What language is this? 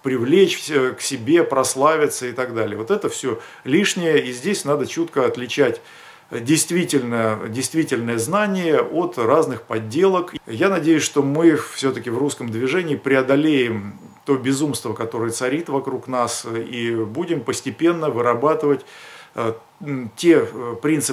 Russian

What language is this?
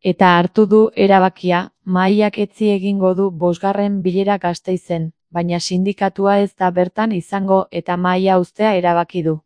Basque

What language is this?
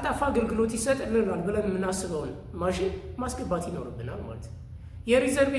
Amharic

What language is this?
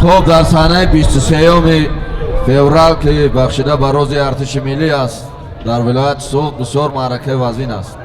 Tajik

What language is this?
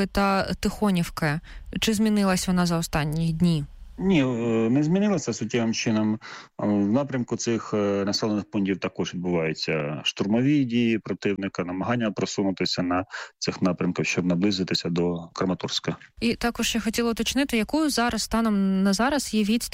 Ukrainian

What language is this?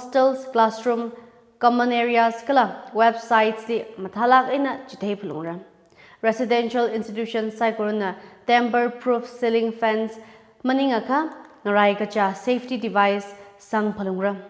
Tangkhul Naga (India)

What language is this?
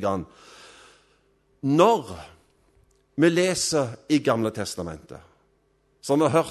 Norwegian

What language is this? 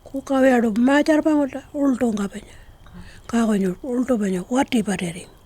Pitjantjatjara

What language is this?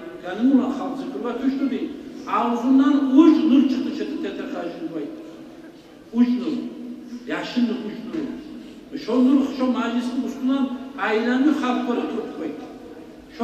Kumyk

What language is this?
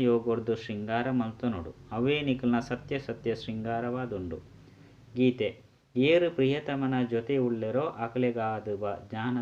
Tulu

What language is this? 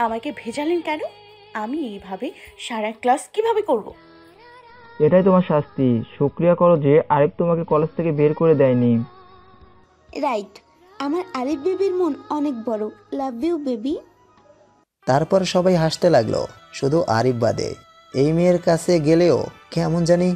Bangla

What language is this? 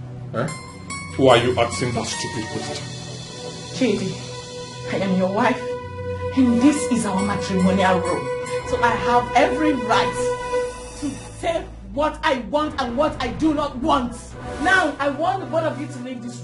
Nigerian Pidgin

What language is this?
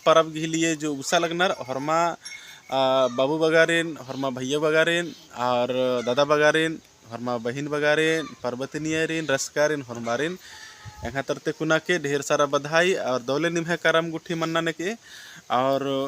Kurukh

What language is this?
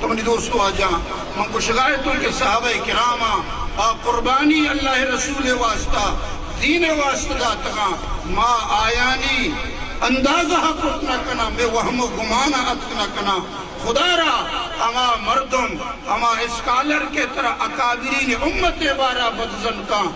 Eastern Balochi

